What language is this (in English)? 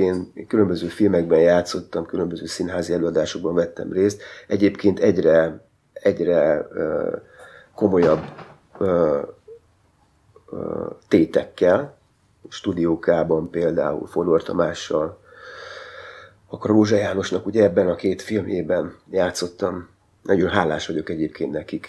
Hungarian